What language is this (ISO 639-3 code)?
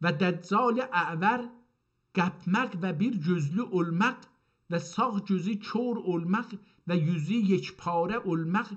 azb